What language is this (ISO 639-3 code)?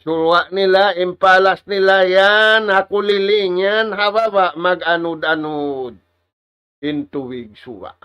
tsg